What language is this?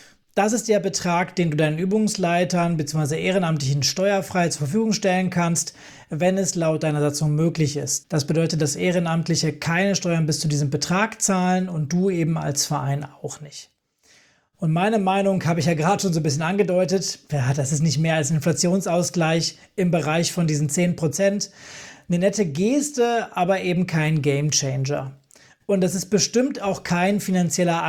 German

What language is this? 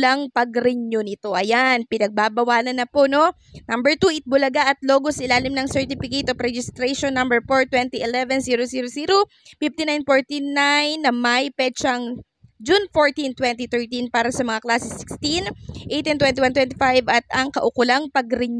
Filipino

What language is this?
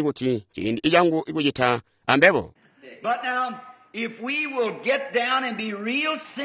Tonga (Zambia)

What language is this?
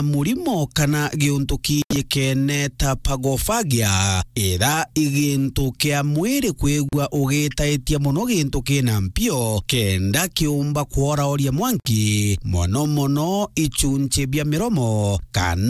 Meru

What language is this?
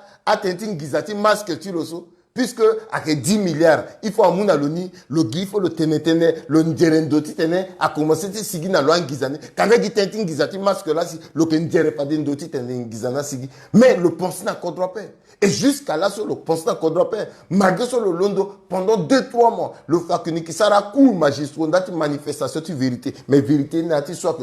Sango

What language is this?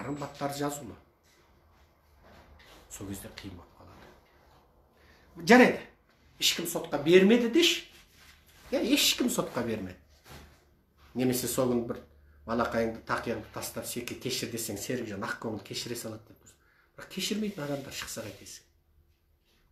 Kazakh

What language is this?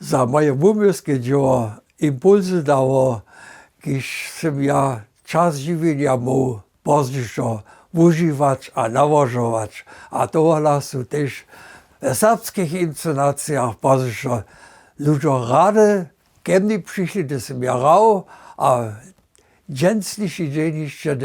Upper Sorbian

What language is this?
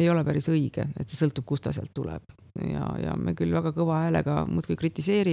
Estonian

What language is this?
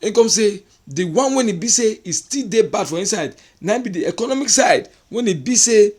Nigerian Pidgin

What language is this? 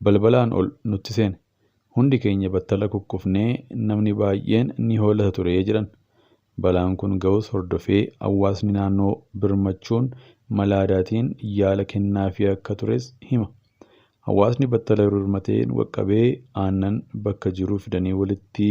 Oromo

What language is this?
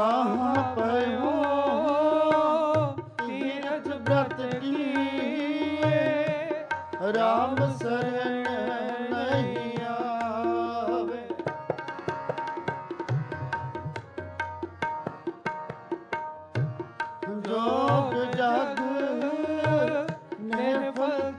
Punjabi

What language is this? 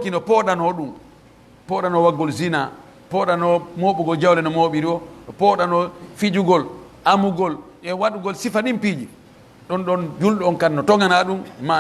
Pular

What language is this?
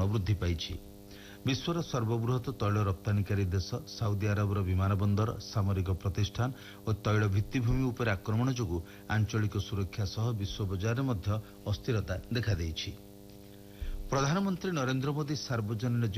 Odia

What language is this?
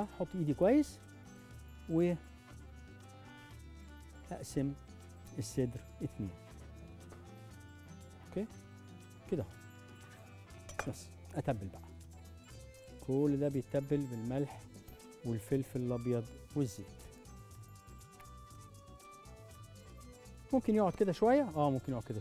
Egyptian Arabic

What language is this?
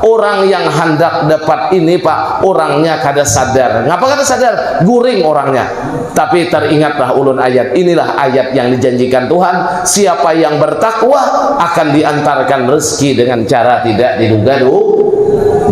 Banjar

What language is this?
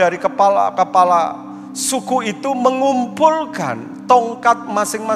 Indonesian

